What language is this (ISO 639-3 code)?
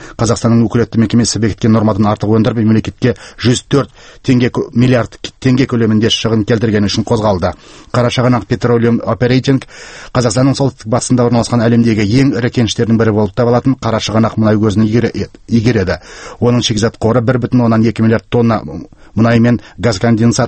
kaz